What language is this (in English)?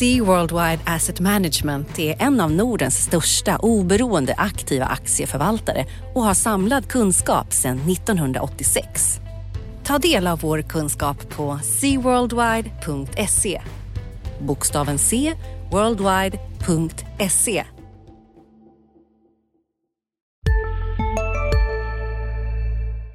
Swedish